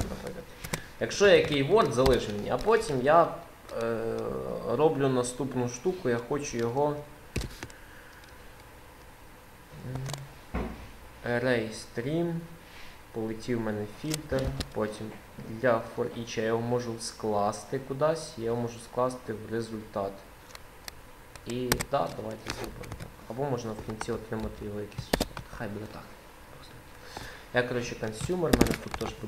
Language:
Ukrainian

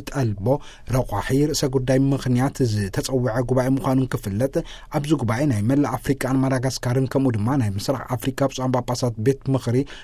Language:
Tigrinya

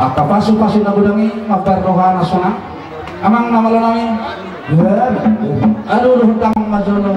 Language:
Batak Toba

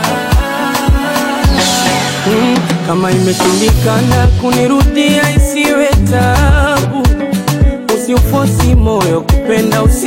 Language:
Swahili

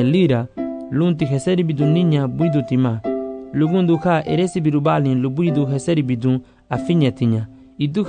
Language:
Garifuna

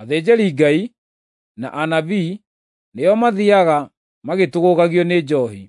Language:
Kikuyu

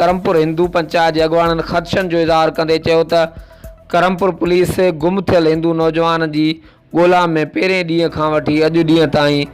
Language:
Sindhi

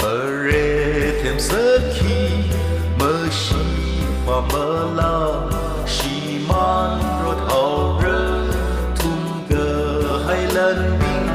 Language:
Tangkhul Naga (India)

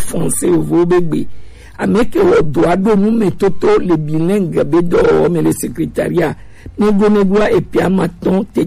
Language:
Gen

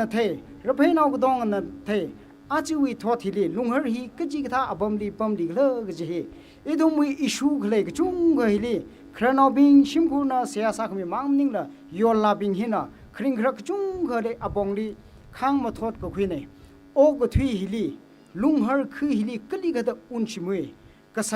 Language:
Tangkhul Naga (India)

